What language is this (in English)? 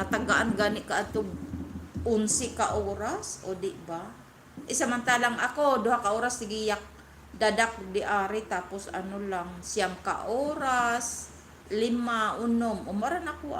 Cebuano